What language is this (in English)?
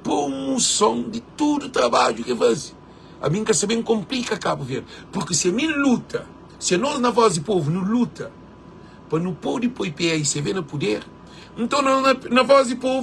Kabuverdianu